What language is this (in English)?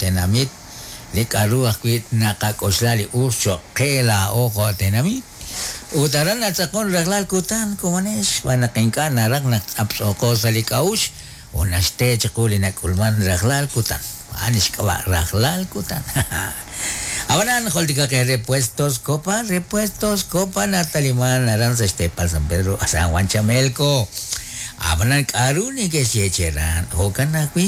Kekchí